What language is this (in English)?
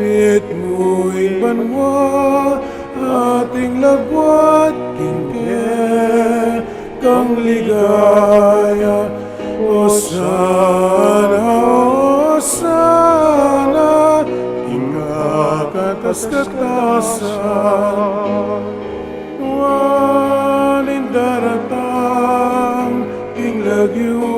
Pampanga